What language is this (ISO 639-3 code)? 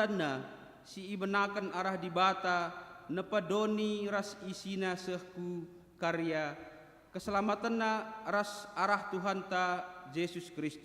btx